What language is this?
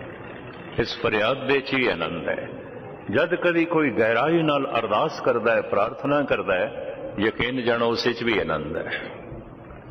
Punjabi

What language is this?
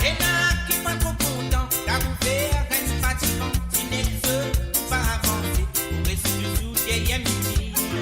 Morisyen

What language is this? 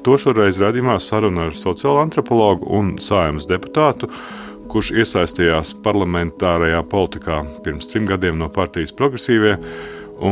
Latvian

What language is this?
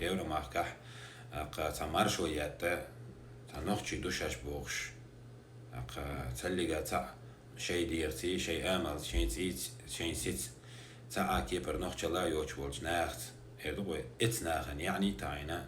Chechen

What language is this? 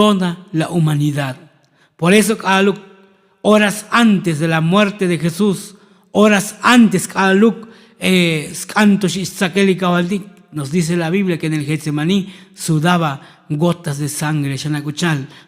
Tzotzil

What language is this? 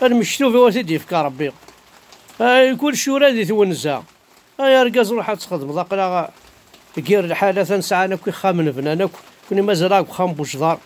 Kabyle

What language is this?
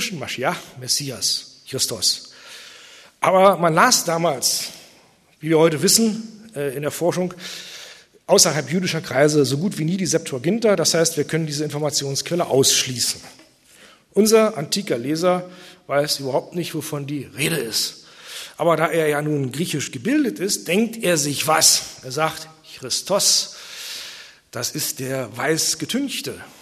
German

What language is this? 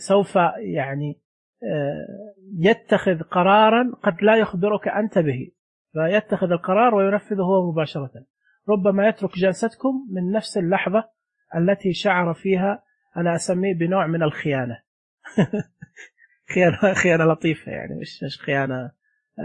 Najdi Arabic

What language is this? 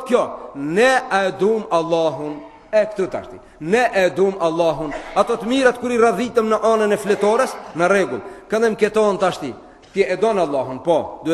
Albanian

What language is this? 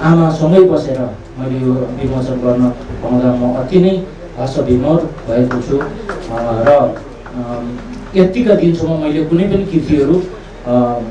Nepali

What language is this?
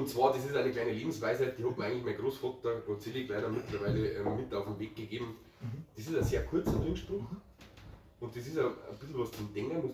Bavarian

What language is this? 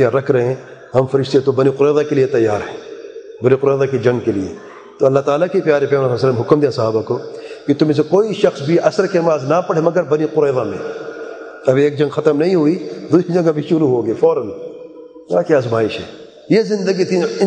Urdu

